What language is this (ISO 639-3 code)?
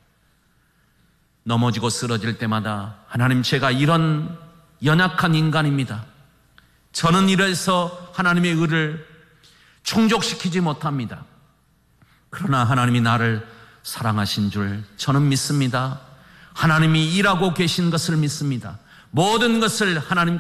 kor